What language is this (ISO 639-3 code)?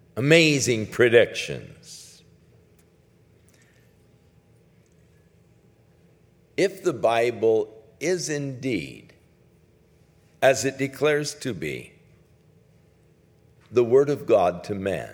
eng